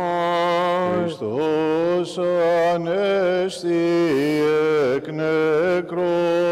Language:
Greek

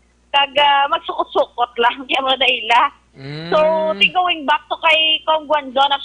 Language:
Hiligaynon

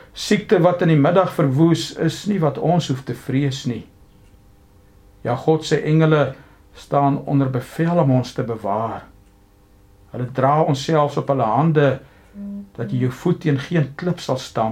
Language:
Afrikaans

